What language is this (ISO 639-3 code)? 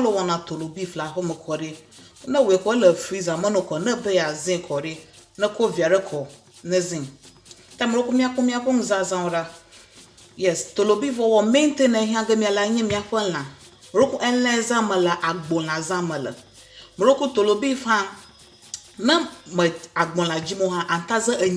ewe